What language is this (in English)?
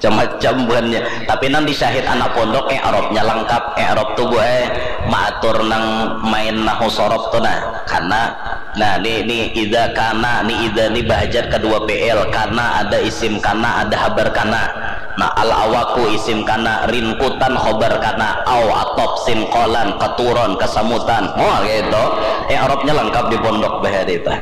Banjar